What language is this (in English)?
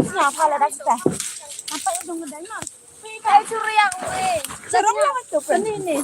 Khasi